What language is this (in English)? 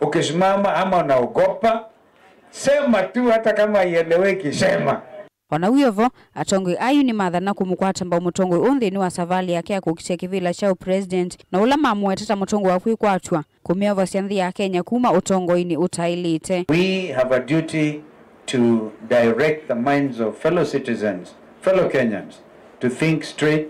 Kamba